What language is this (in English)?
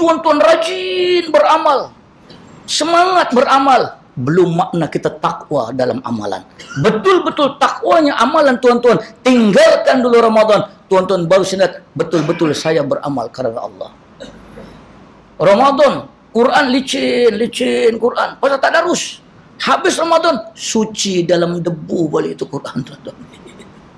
Malay